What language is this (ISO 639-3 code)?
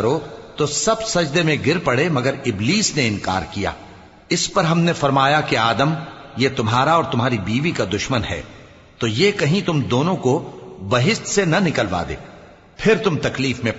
urd